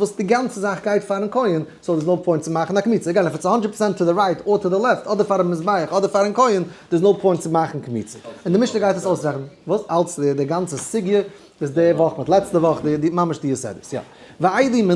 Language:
Yiddish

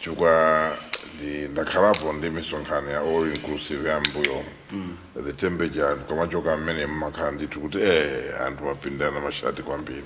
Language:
Nyanja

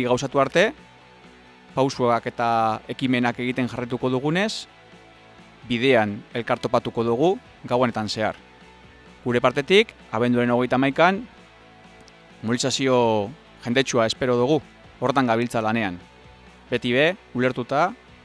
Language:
Basque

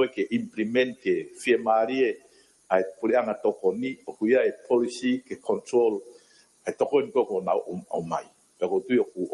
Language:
Tongan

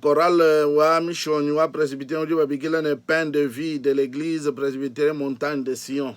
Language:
Luba-Lulua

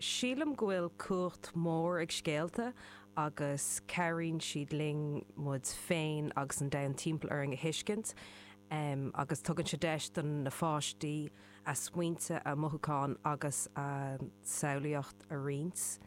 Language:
Irish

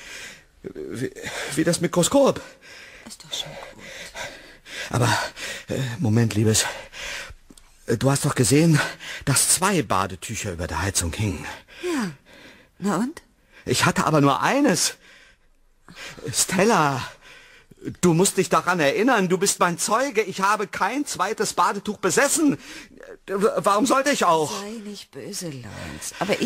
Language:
German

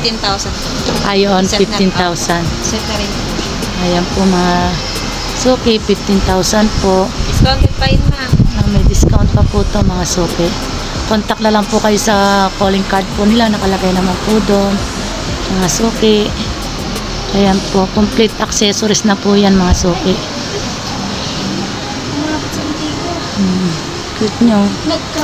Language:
Filipino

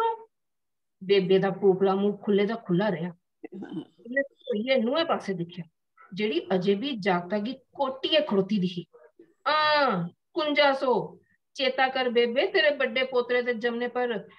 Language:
Dogri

